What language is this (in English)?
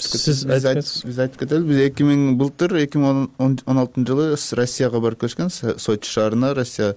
Kyrgyz